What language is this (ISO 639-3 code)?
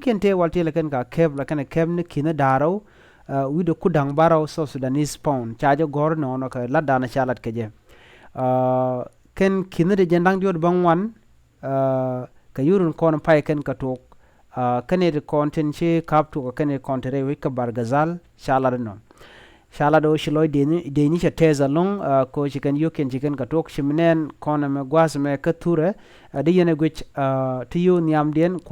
nus